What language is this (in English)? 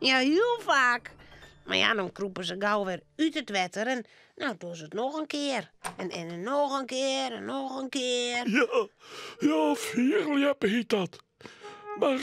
Western Frisian